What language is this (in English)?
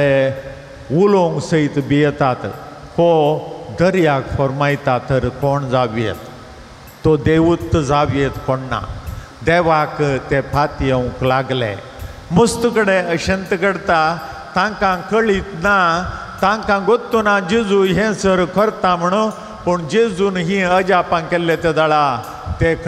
Konkani